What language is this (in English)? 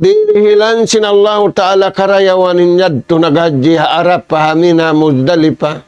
Tausug